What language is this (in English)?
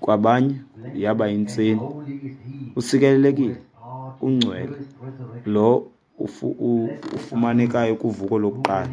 Xhosa